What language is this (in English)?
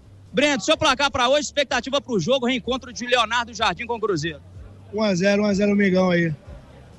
Portuguese